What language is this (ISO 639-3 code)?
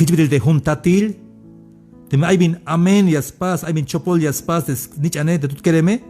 tzh